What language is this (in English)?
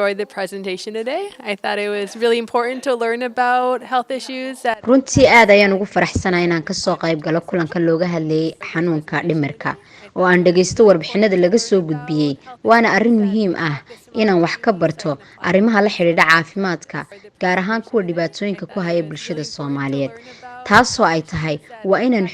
Somali